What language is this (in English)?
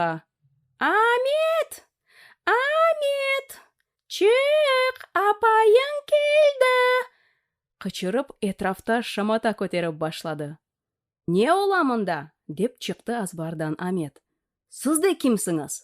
Crimean Tatar